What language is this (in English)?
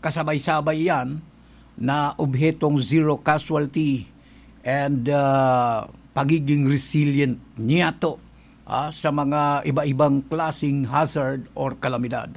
Bikol